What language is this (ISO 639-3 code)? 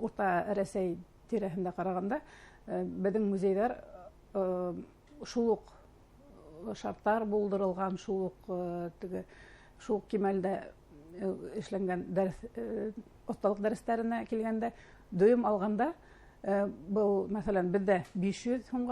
bak